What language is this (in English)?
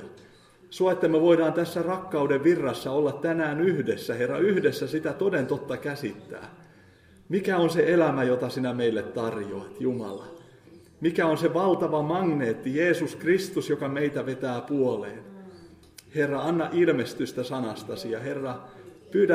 Finnish